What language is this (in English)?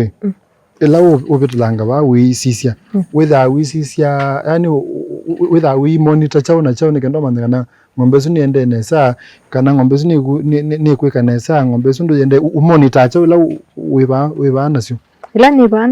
Kamba